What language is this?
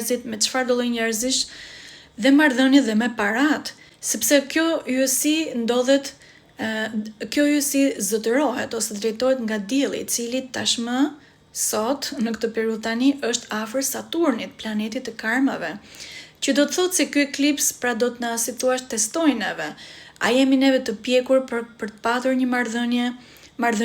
Albanian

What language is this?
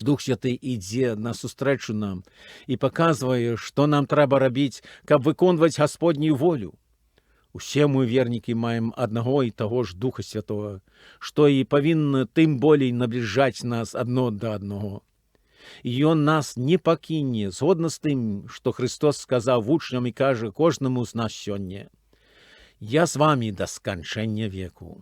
Belarusian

